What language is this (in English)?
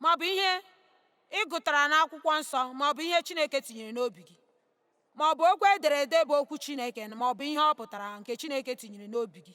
Igbo